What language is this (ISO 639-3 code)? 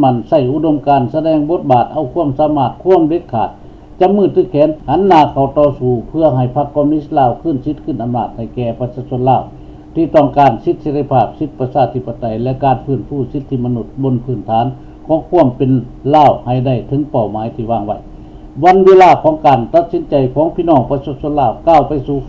lao